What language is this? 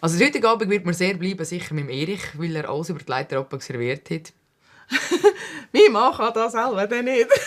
Swiss German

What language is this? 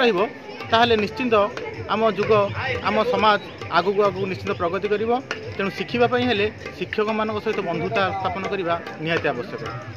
Odia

